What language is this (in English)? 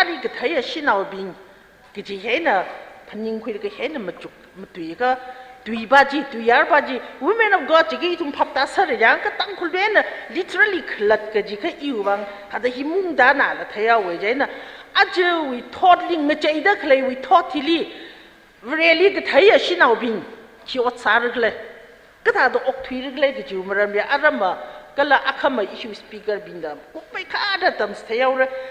Tangkhul Naga (India)